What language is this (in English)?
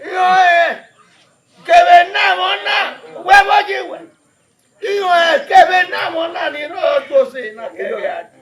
Bini